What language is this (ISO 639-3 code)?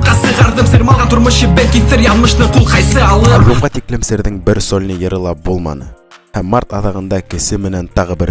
bak